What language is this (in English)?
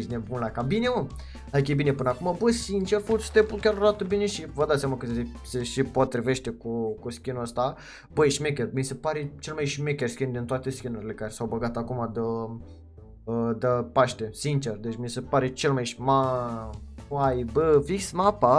Romanian